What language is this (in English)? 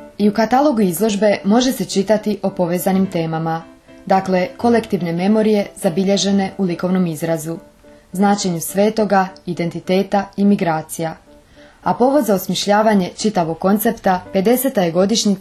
Croatian